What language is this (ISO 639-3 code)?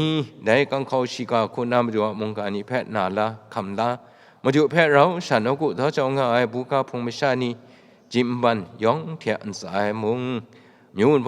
kac